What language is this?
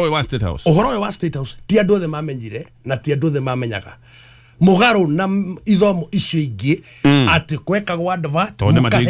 Kikuyu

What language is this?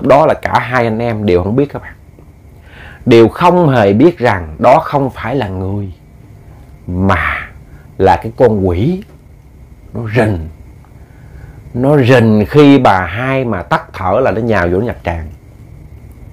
Vietnamese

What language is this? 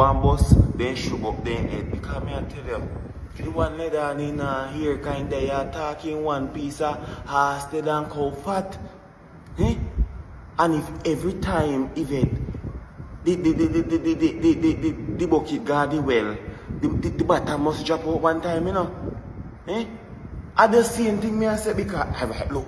Jamaican Creole English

